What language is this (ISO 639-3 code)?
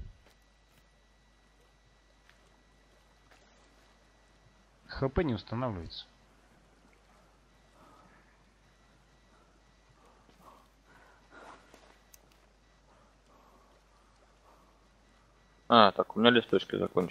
rus